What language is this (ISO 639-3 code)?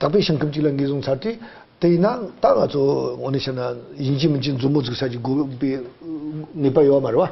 bod